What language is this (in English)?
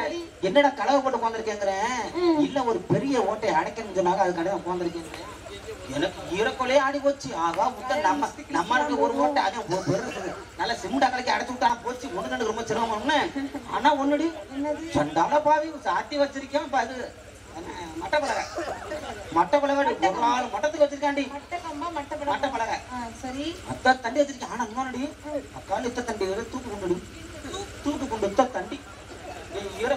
Tamil